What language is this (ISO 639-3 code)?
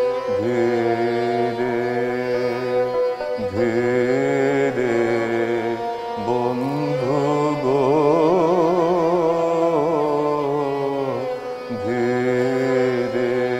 ben